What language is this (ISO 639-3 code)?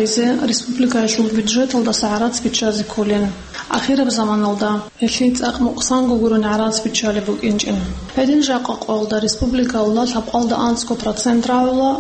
ava